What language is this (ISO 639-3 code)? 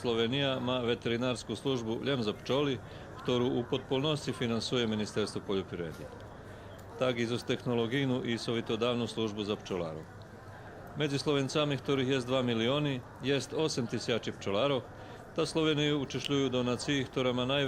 rue